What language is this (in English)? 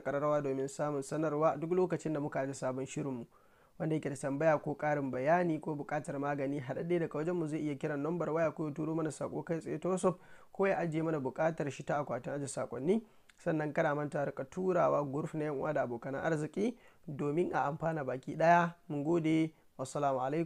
Hausa